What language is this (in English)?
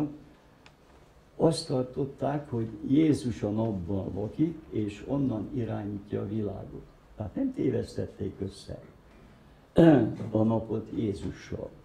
Hungarian